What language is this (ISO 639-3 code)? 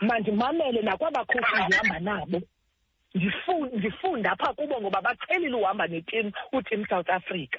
xho